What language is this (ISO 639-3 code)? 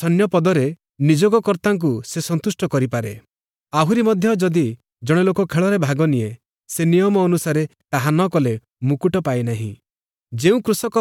ori